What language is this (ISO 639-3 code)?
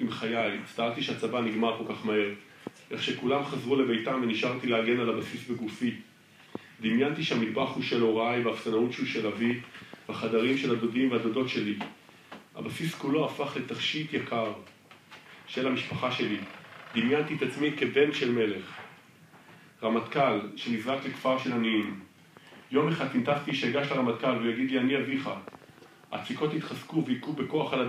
heb